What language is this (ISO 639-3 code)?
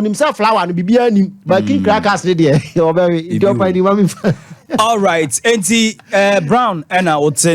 aka